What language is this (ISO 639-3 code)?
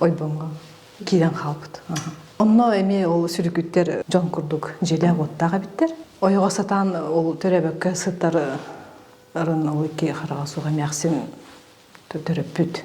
sah